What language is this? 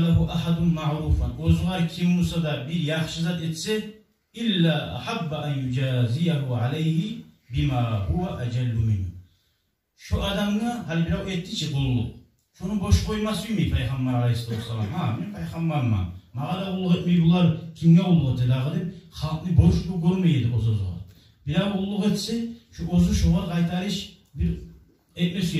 Kumyk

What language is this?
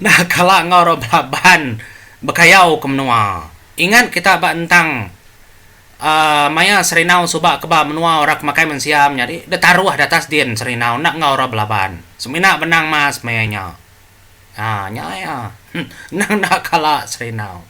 Iban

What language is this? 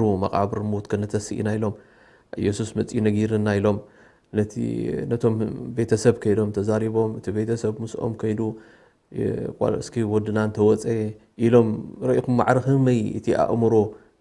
Tigrinya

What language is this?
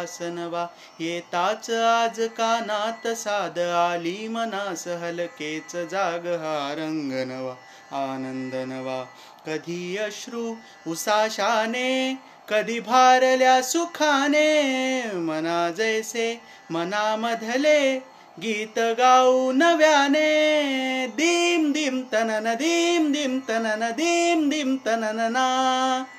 Marathi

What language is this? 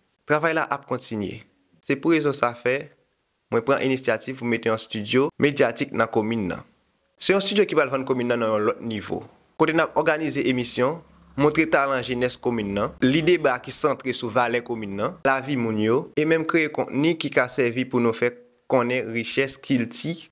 Haitian Creole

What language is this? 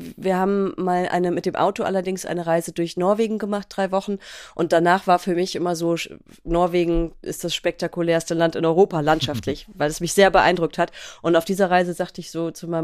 German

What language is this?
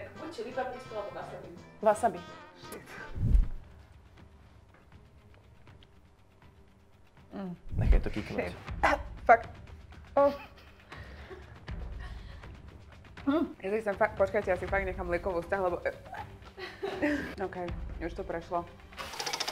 Slovak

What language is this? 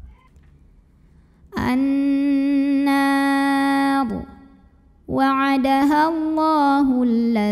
Arabic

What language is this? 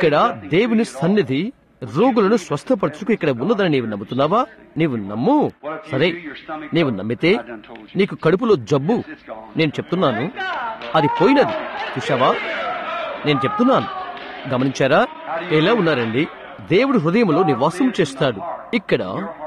Telugu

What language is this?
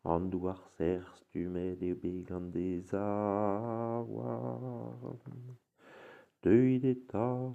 Breton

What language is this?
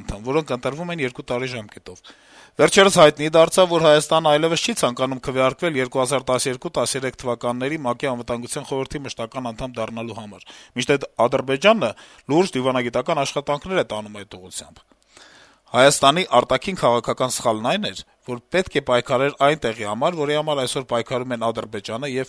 Armenian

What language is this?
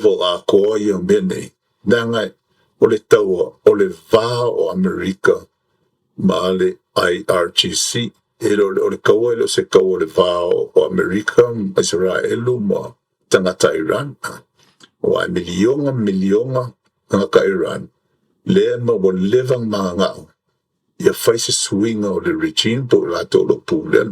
Samoan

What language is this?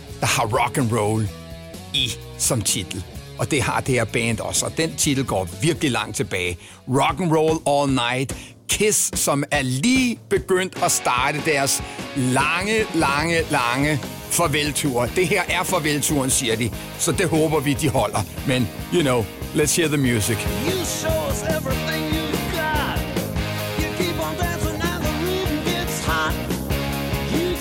Danish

